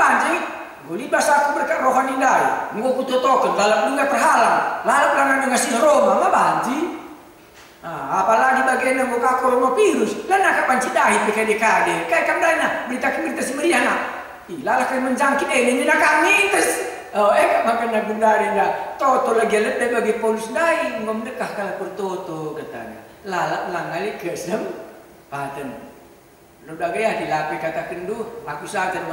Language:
Batak Karo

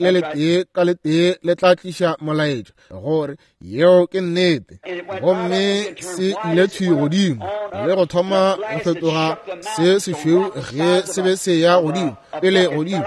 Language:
Northern Sotho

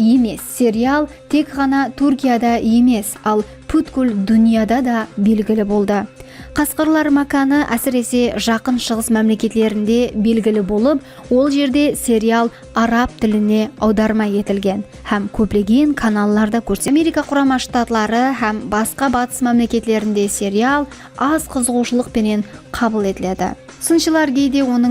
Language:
Kara-Kalpak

